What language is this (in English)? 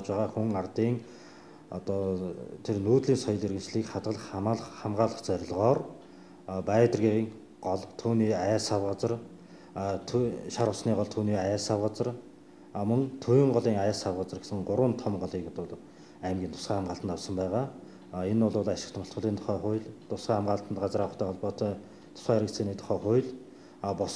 Mongolian